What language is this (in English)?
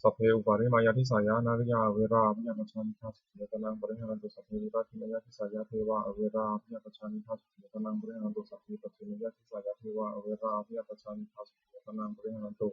Pali